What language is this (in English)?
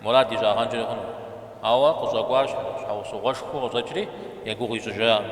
Kabardian